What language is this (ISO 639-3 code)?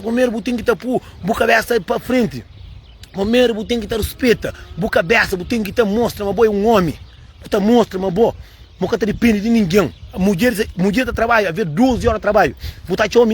kea